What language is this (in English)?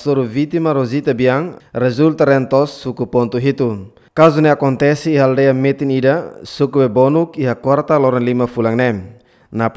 Tetum